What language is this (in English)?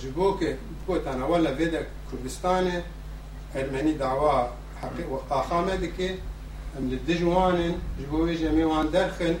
Kurdish